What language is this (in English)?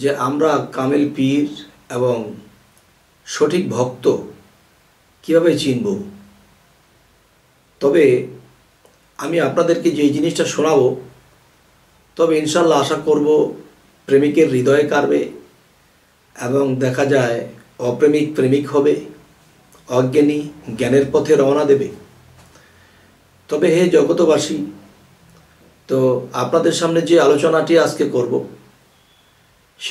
Bangla